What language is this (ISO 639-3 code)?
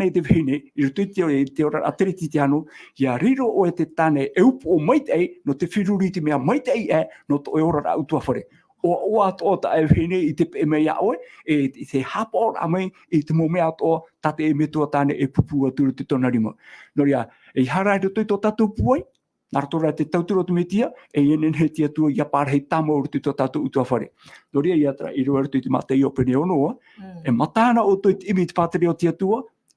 tah